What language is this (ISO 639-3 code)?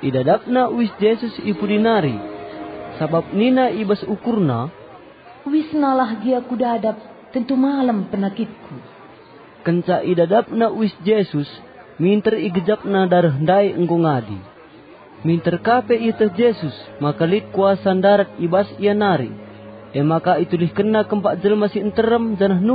btx